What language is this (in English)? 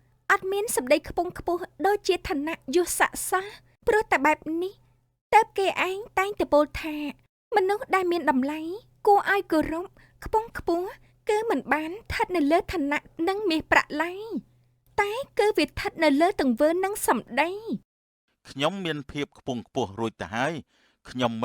Khmer